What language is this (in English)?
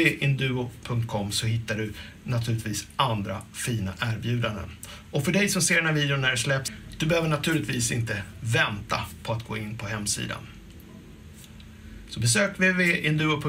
Swedish